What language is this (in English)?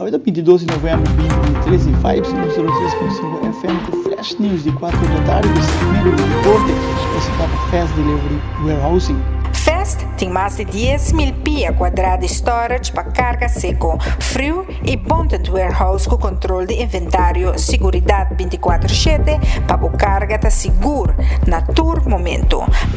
Papiamento